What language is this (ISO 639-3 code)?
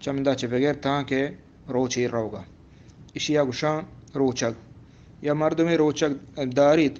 bgp